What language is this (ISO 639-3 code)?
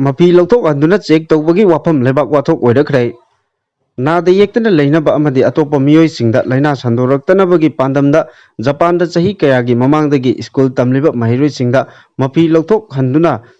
mni